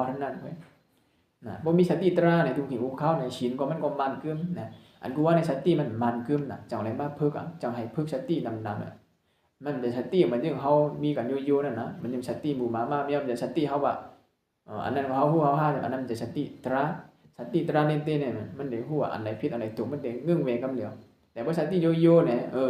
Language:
Shan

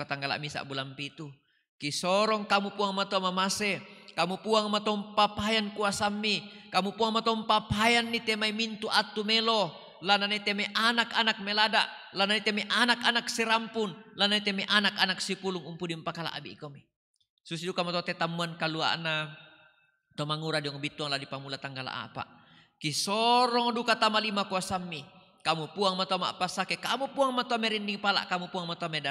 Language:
Toraja-Sa'dan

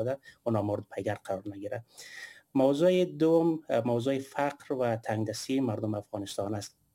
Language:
Persian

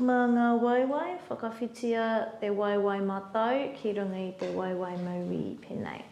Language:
Māori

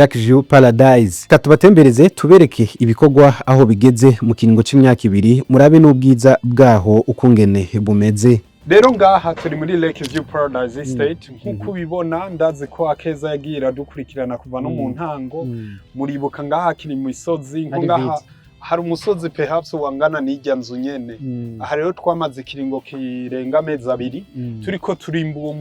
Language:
Rundi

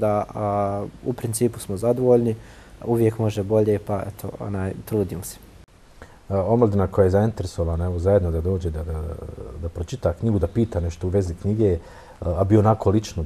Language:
Bosnian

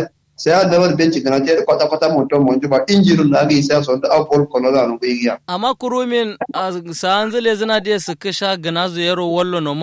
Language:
Kanuri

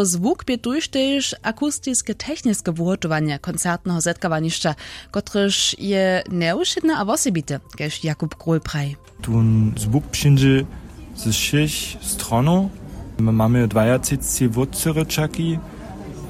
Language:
Upper Sorbian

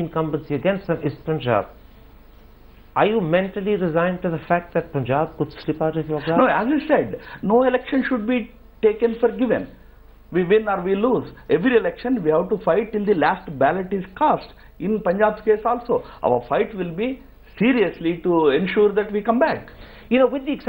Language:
English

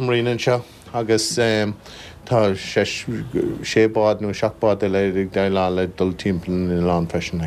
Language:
Irish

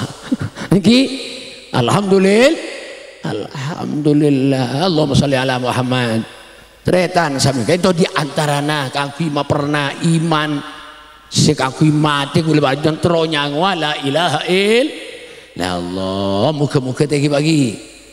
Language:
Madurese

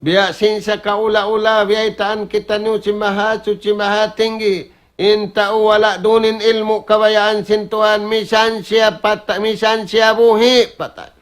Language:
Tausug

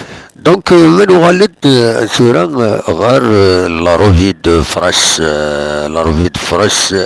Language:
Kabyle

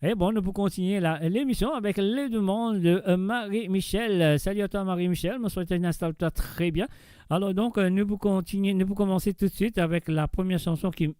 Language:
Morisyen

